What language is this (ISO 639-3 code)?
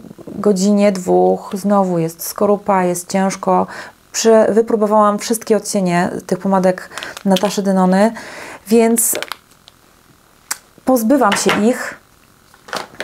pol